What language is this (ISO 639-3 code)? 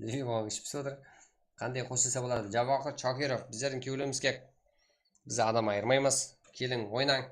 kaa